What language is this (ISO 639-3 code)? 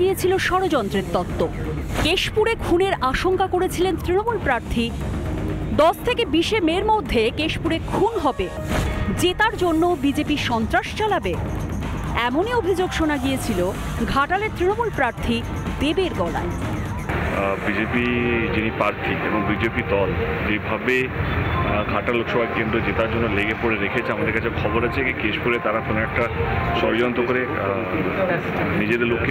ben